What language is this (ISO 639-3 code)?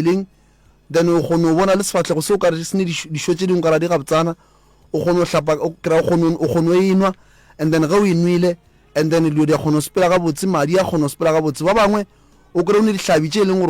nso